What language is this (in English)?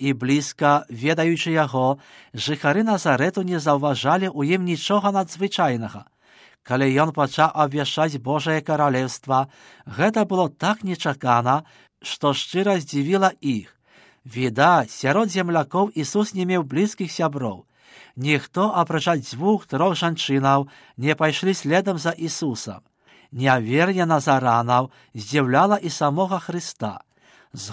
Belarusian